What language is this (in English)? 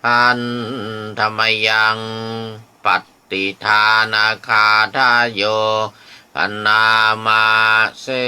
Pali